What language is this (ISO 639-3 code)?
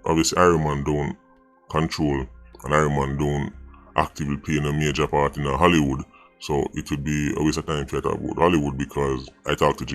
jam